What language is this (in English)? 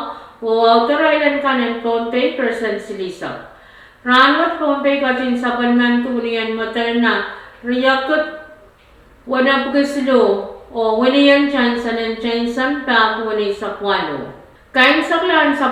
Pohnpeian